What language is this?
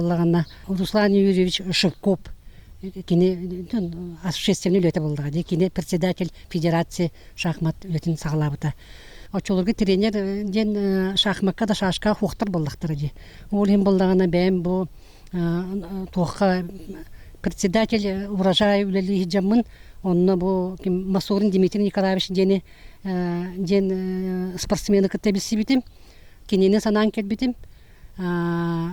Yakut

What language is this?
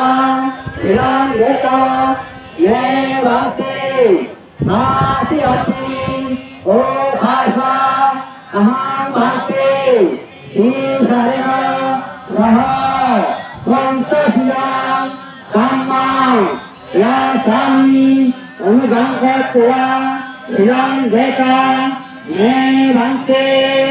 Pali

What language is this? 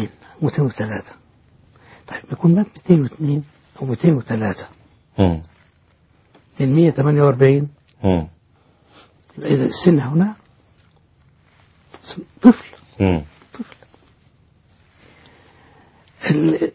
Arabic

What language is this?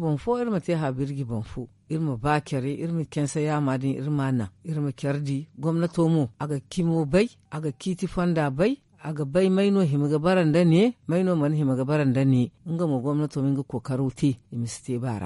Zarma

